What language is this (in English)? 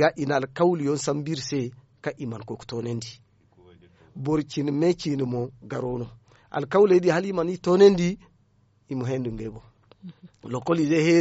Zarma